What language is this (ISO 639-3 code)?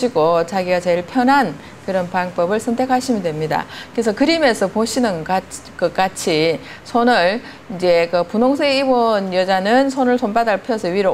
kor